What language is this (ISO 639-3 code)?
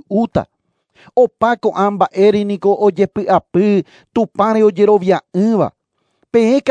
grn